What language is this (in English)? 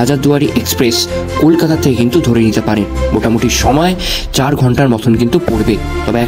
Bangla